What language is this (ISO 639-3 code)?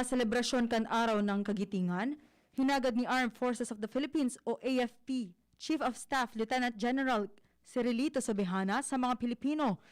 bik